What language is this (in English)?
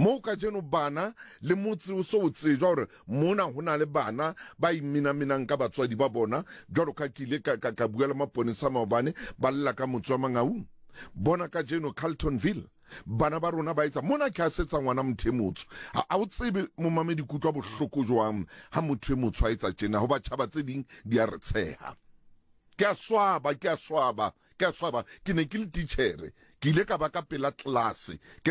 Southern Sotho